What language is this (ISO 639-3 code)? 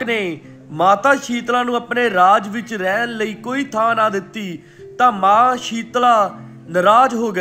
pan